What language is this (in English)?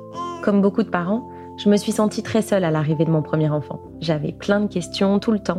French